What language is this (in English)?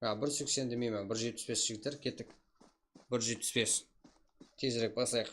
Kara-Kalpak